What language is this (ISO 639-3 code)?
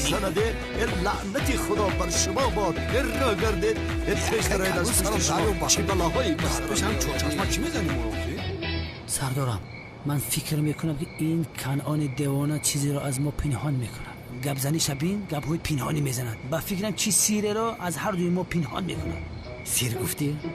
tgk